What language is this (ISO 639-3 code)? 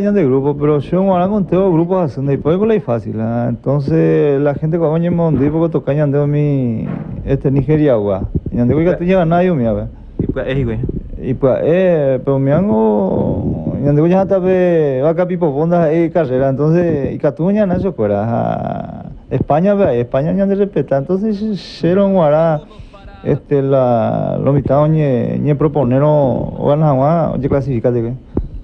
grn